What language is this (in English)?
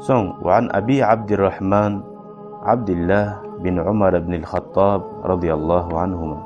Kumyk